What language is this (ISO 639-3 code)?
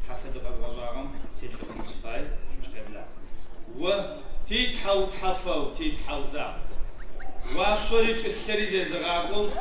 kbd